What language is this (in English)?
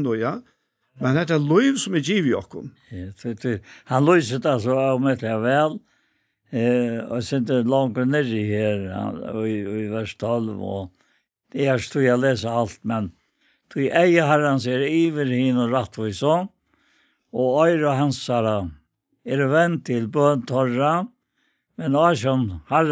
Faroese